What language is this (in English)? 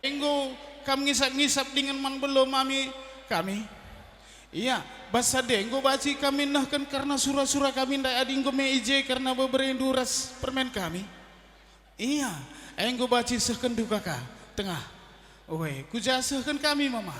Batak Karo